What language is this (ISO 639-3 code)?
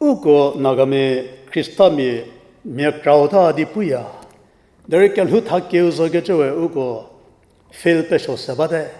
njm